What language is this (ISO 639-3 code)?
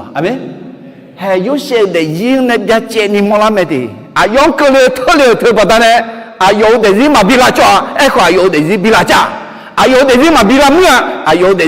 ahk